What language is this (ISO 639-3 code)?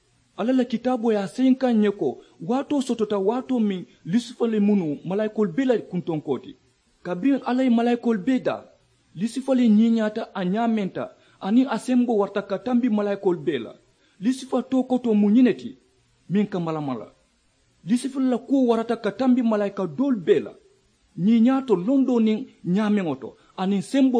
man